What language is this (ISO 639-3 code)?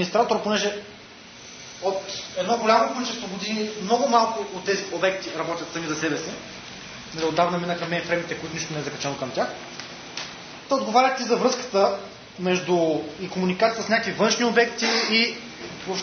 bul